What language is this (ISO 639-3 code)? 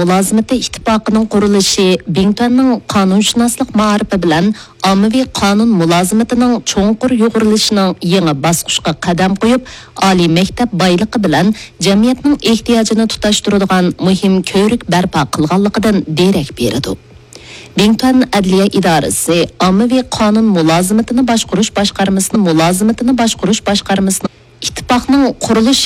uig